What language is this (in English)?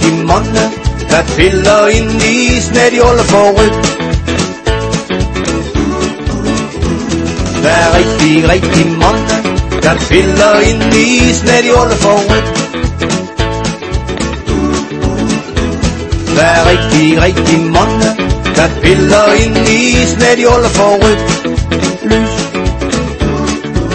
Danish